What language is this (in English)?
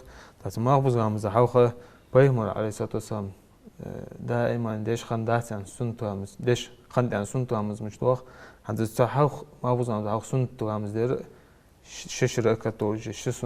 Ingush